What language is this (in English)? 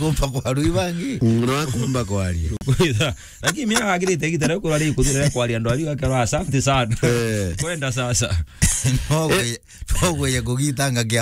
Meru